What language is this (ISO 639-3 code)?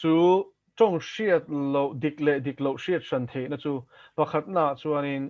lus